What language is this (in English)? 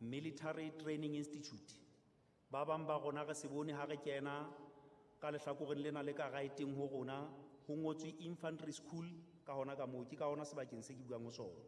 Southern Sotho